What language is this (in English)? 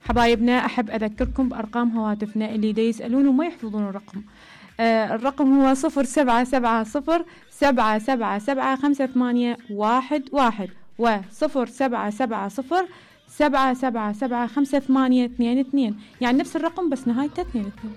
Mesopotamian Arabic